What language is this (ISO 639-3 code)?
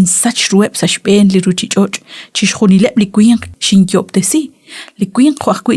kek